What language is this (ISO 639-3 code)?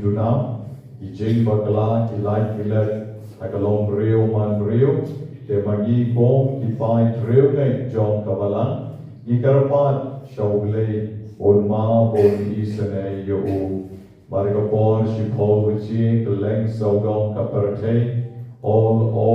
kha